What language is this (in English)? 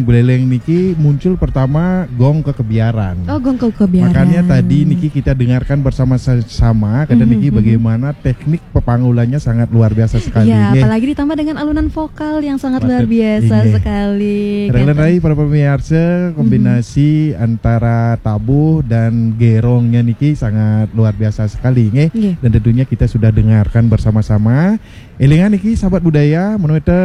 Balinese